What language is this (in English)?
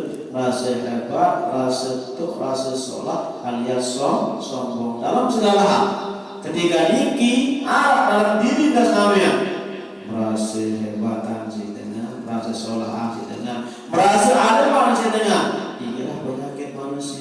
Sasak